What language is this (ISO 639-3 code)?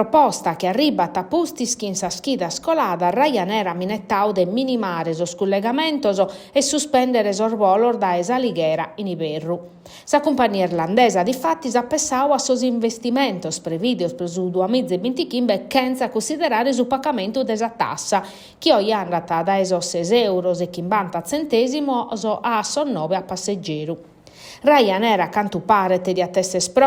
srd